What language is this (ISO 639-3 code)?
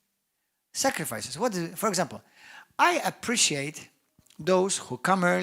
eng